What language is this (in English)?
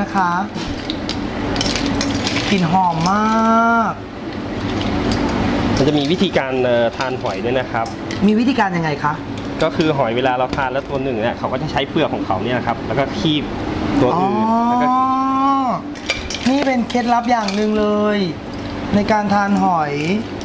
Thai